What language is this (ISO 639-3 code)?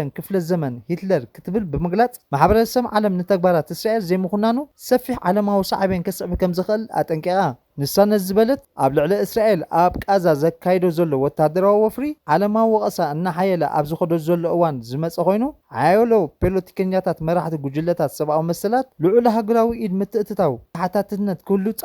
tir